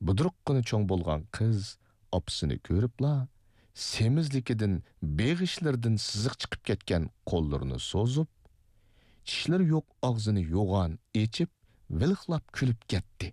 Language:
Uyghur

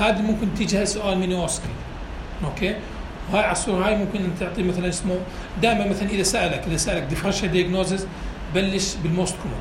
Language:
North Levantine Arabic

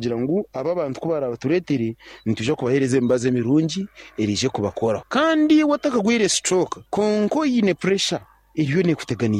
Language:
Nyankole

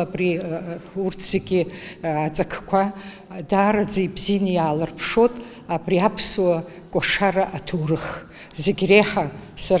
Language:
Abkhazian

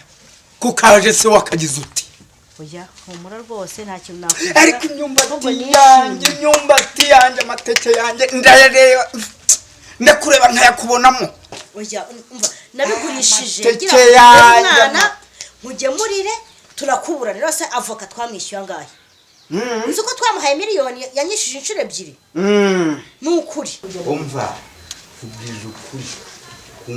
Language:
Kinyarwanda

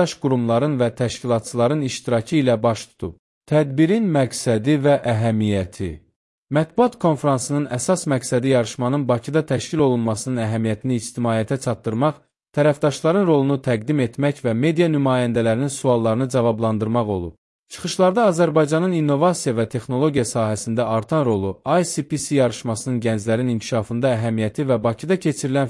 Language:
Azerbaijani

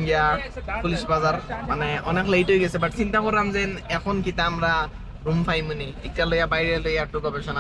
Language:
Sylheti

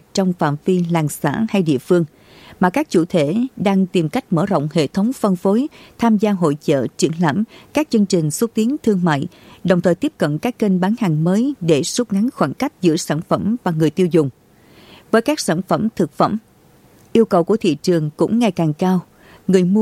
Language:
Vietnamese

